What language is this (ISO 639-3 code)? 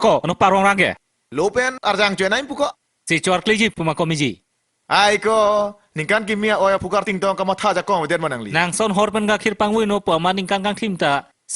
mjw